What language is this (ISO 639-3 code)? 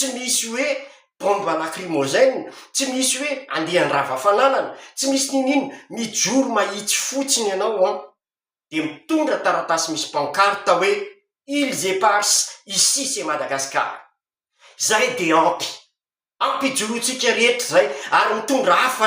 mlg